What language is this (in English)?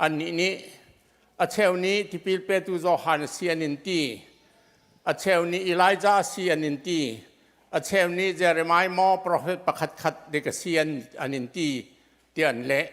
Hakha Chin